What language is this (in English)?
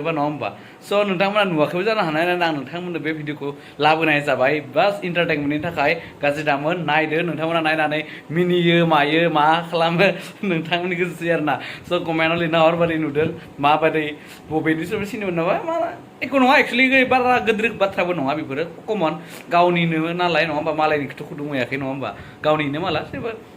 Bodo